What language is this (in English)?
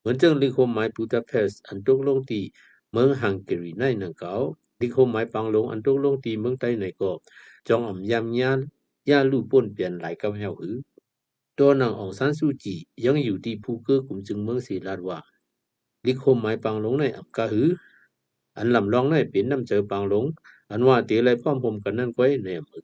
Shan